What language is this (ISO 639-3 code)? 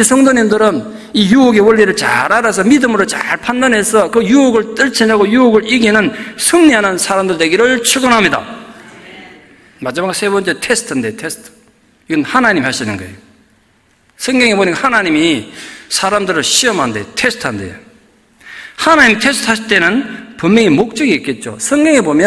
kor